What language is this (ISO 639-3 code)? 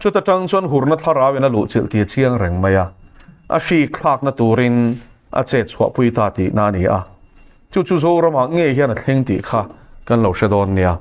lus